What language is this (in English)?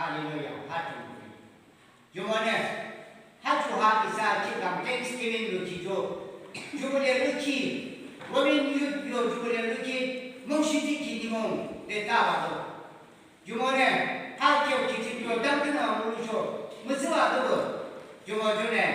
Yimchungru Naga